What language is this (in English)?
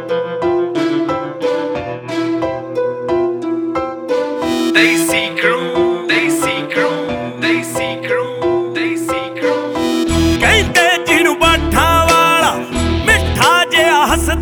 Punjabi